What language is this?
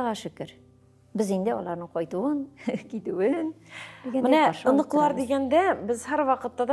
Tatar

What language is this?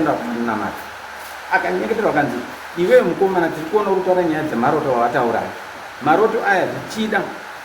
Shona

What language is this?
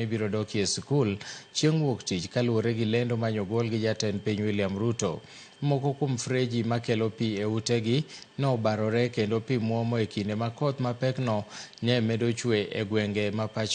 Luo (Kenya and Tanzania)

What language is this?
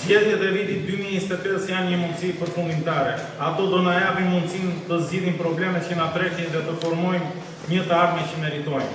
Albanian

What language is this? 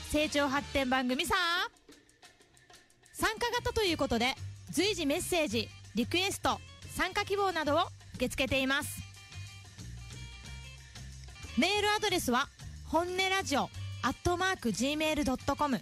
Japanese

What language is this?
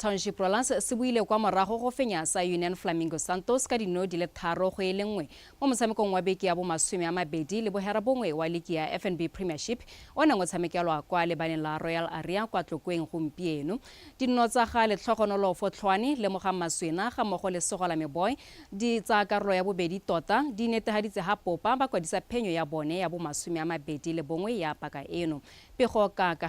Tswana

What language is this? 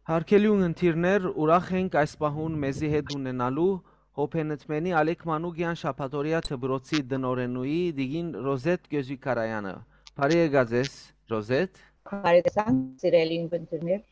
Western Armenian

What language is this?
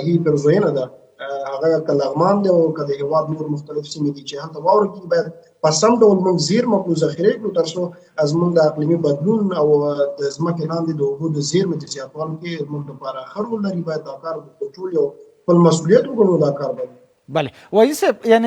Pashto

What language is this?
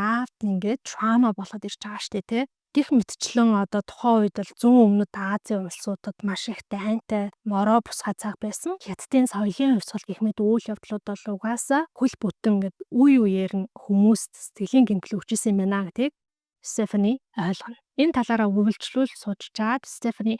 Mongolian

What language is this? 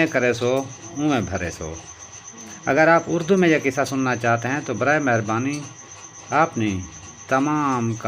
Saraiki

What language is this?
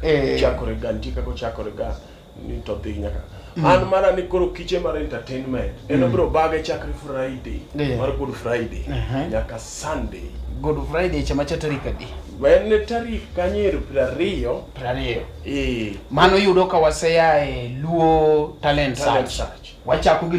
Luo (Kenya and Tanzania)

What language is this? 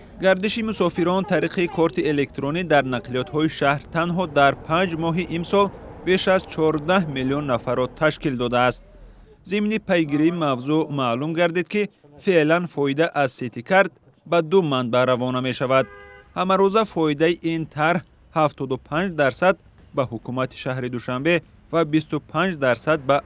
Tajik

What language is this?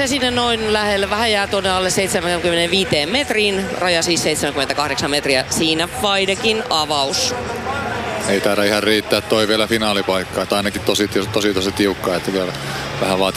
Finnish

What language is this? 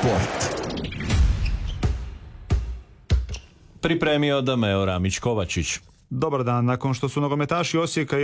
Croatian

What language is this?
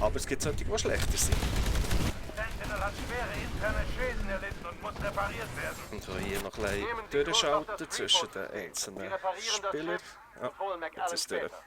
Swiss German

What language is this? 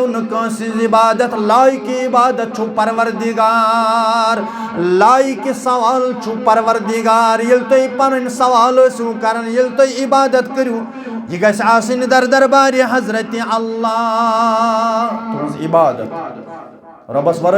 Kashmiri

